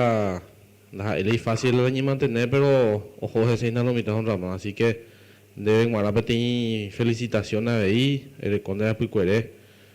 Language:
Guarani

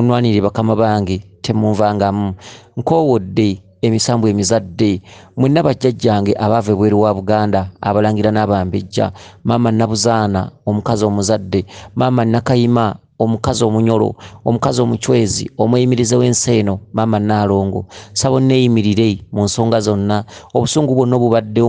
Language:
Ganda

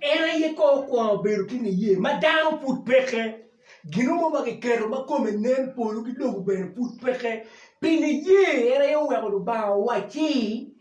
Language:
Acoli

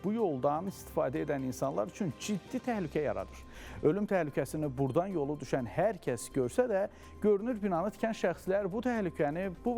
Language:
Azerbaijani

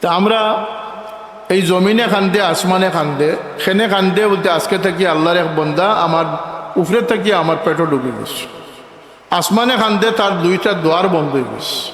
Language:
Sylheti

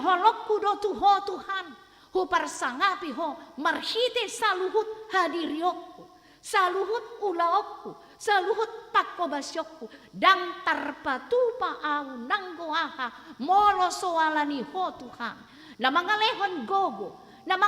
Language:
Batak Toba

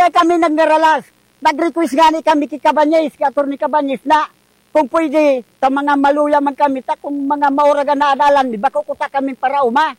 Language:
Bikol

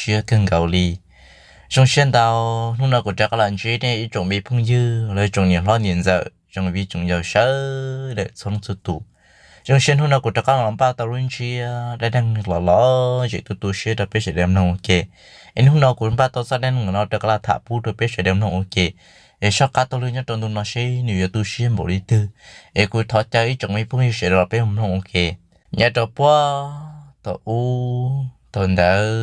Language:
Hmong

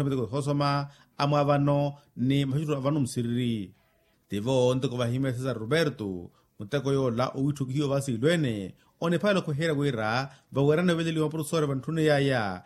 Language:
Makhuwa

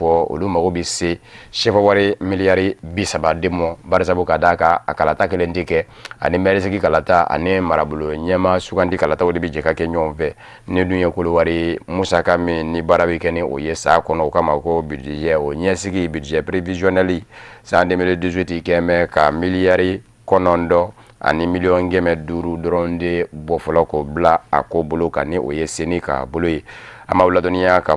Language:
Bambara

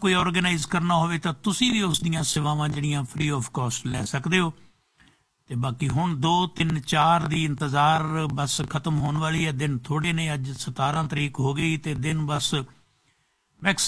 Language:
Punjabi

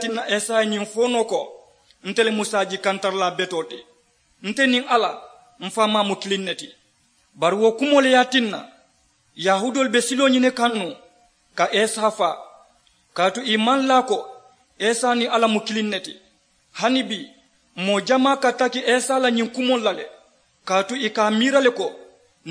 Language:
Mandingo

